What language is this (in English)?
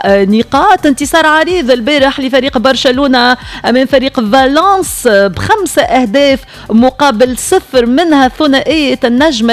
Tunisian Arabic